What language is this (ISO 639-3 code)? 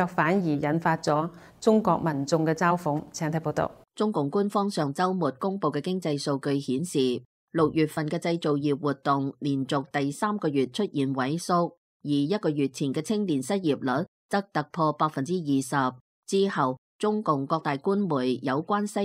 yue